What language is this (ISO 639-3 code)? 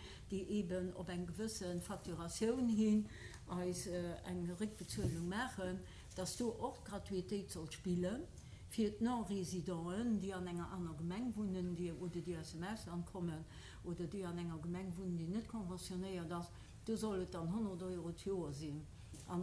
ltz